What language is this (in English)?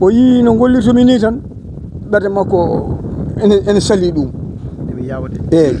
Fula